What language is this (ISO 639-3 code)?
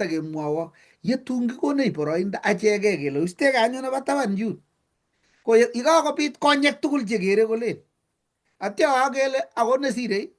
kln